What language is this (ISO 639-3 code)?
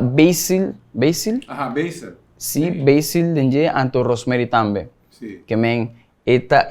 pap